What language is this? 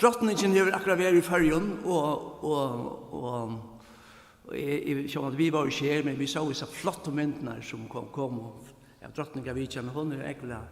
Faroese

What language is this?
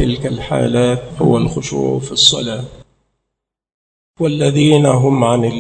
Arabic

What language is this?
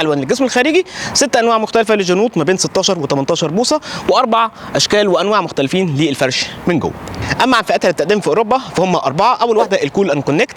Egyptian Arabic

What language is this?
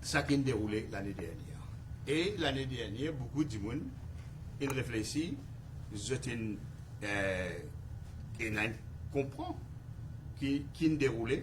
Morisyen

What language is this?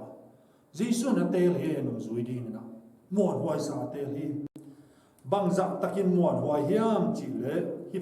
Tedim Chin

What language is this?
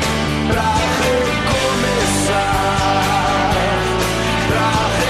Portuguese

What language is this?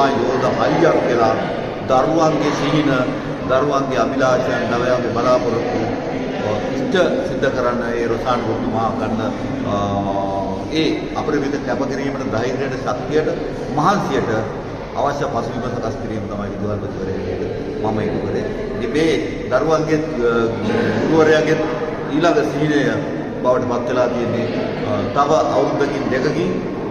Sinhala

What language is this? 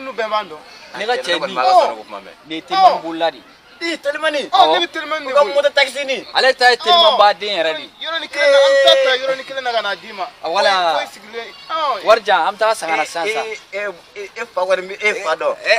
Bambara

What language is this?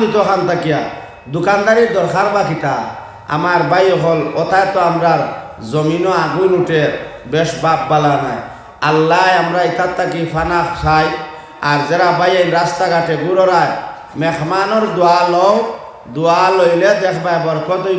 Sylheti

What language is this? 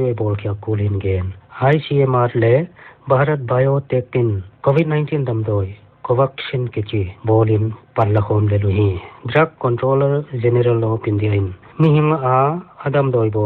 Paite Chin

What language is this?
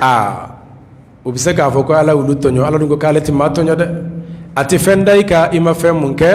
Bambara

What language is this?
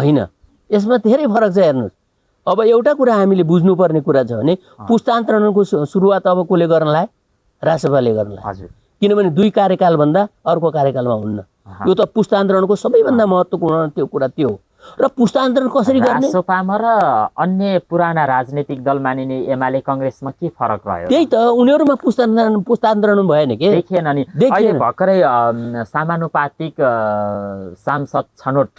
Nepali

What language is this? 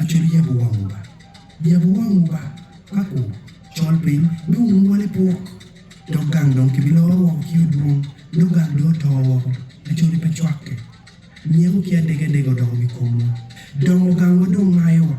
Acoli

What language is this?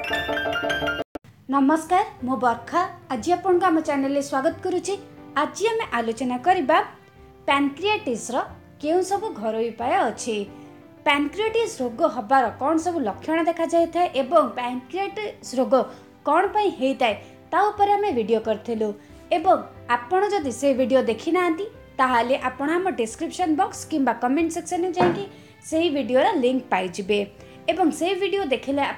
Odia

